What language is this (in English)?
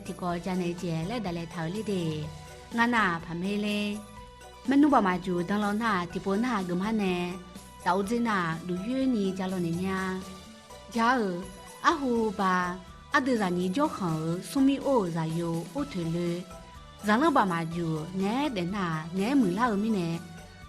Akha